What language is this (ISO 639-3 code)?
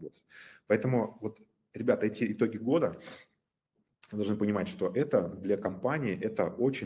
rus